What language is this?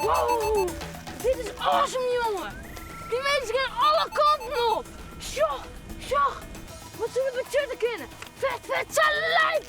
Western Frisian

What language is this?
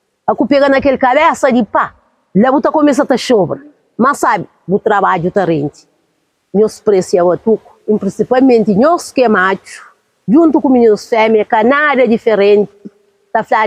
Kabuverdianu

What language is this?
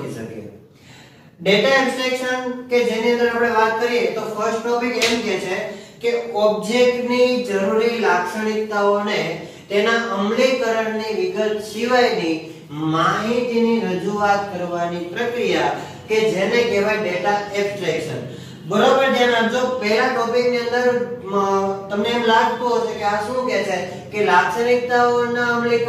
Gujarati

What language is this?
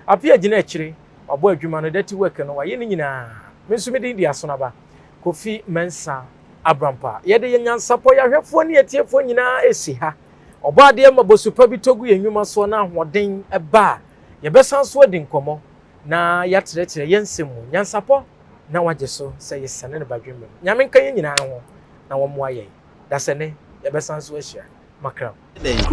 Akan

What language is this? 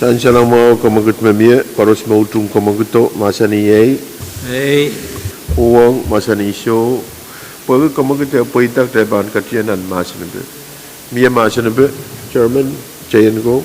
Pohnpeian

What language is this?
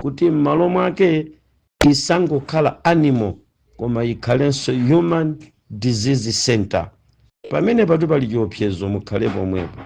Nyanja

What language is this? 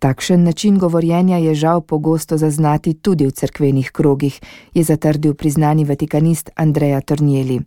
Slovenian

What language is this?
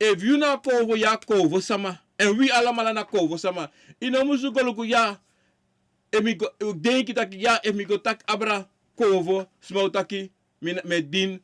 Sranan Tongo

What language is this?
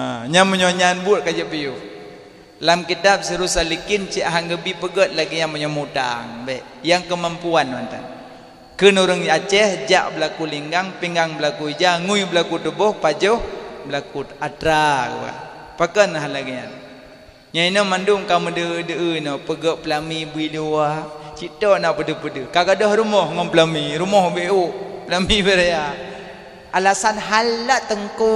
Achinese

